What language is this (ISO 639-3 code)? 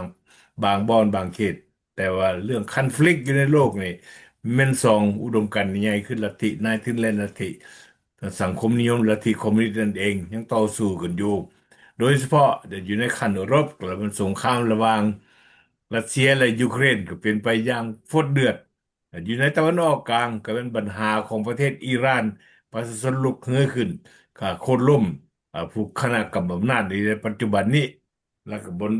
lao